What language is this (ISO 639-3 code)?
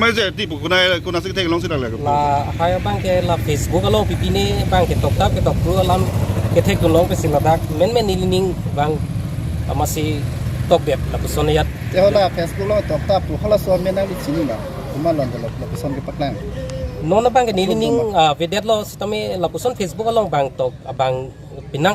mjw